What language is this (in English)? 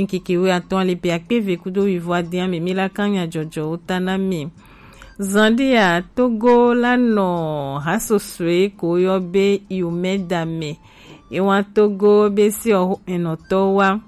Gen